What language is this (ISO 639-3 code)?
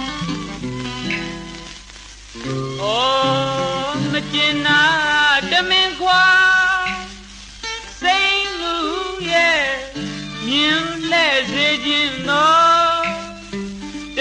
mya